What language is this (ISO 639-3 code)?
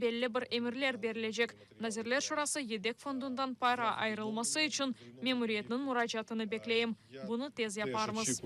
crh